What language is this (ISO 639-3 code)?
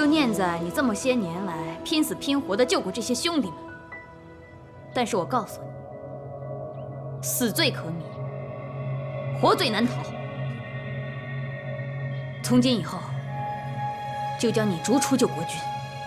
zho